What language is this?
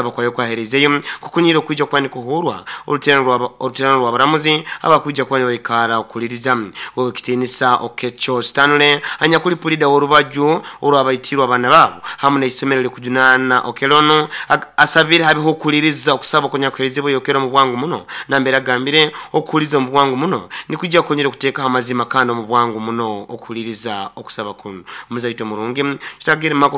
Nyankole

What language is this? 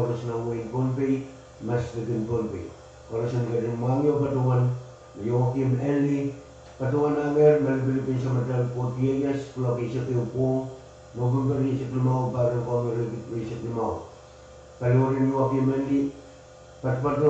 Pohnpeian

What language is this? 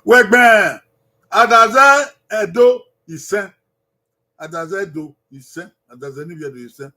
Bini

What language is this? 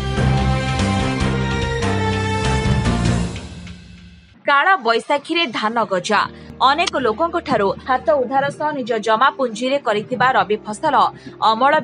Odia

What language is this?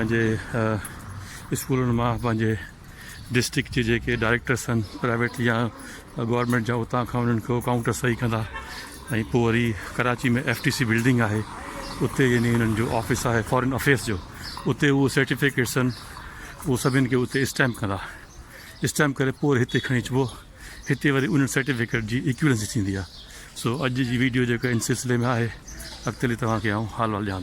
Sindhi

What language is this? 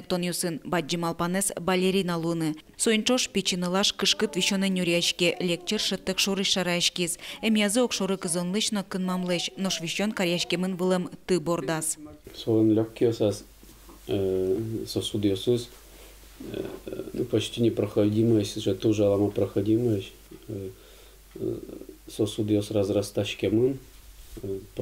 Udmurt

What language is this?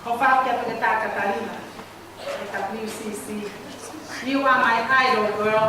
Tongan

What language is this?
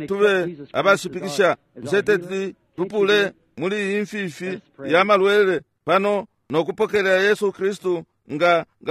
Bemba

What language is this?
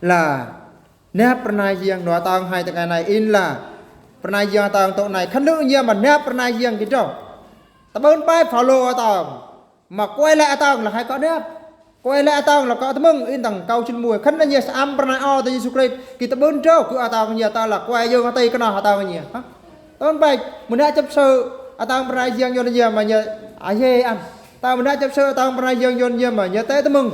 Eastern Bru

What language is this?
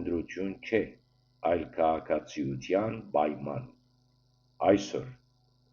Western Armenian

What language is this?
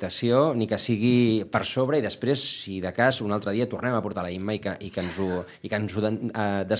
Catalan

